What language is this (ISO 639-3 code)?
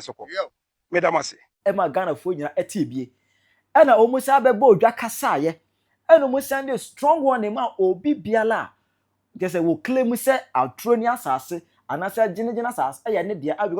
aka